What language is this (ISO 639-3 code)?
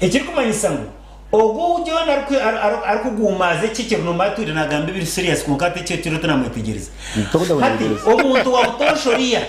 nyn